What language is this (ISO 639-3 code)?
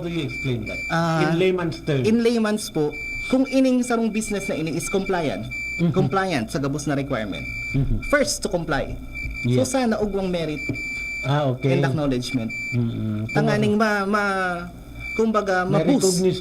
bik